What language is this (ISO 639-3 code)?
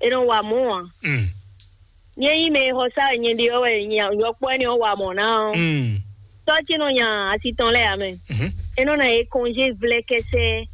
fon